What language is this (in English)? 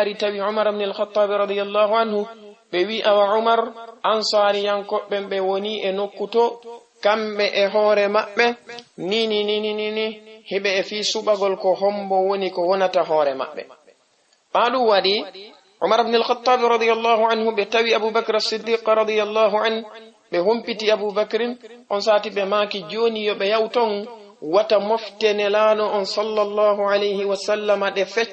Fula